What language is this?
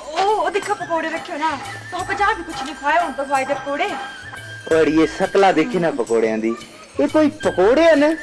Dogri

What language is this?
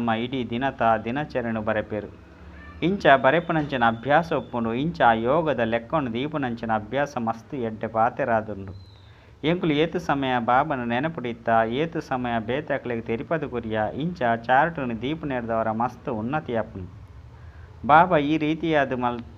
Tulu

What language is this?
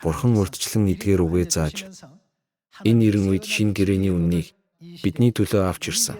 Mongolian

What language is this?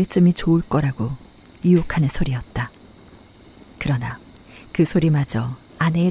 Korean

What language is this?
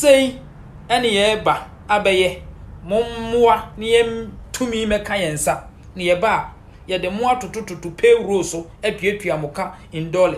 Akan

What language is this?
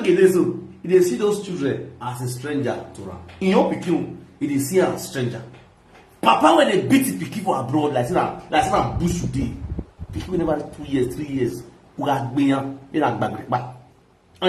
Nigerian Pidgin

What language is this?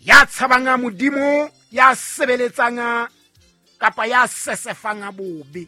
Southern Sotho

